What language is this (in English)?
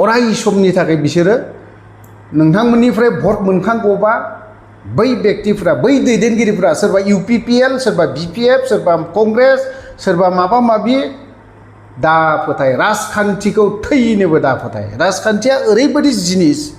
Bodo